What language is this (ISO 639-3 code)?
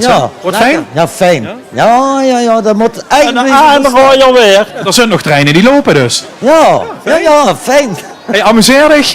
lim